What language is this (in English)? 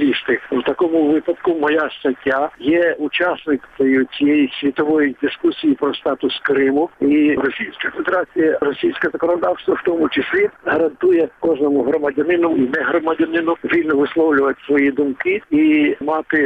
Ukrainian